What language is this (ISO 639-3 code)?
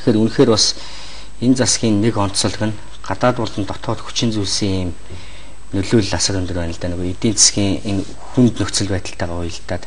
mon